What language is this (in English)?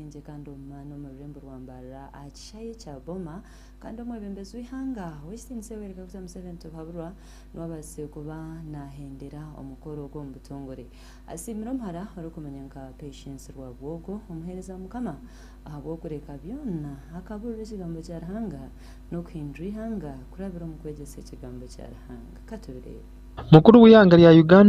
Nyankole